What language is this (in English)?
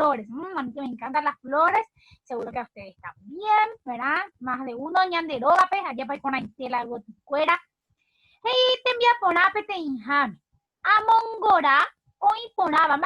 Guarani